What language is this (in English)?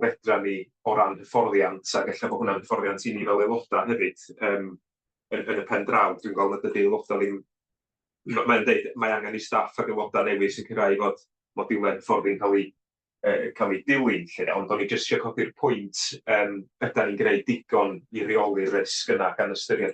Welsh